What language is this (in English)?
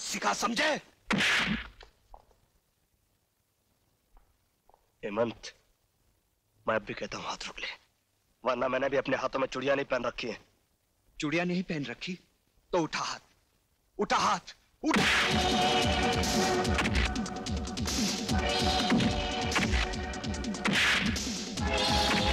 Hindi